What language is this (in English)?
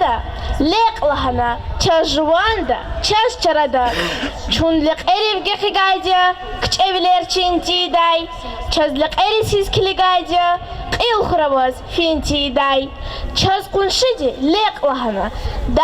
Lezghian